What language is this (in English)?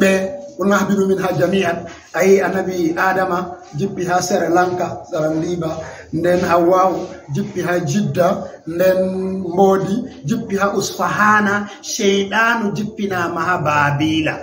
Fula